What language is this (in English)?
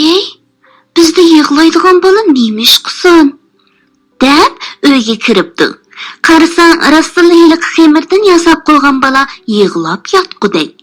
Uyghur